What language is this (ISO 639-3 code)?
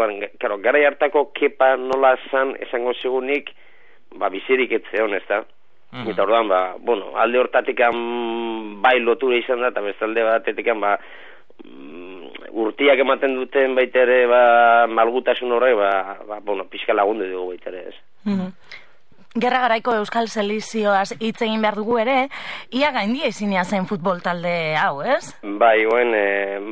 eus